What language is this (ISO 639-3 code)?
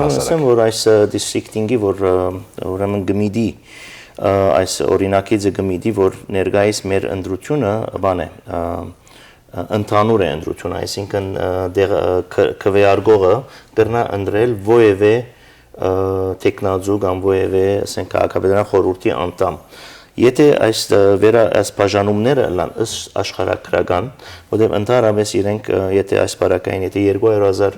hyw